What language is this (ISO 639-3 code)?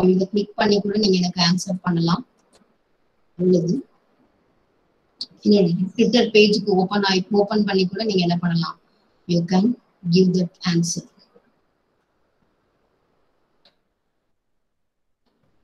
tam